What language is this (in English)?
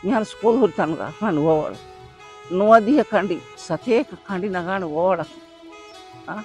Divehi